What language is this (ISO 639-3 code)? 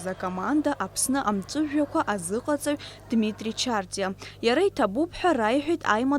abk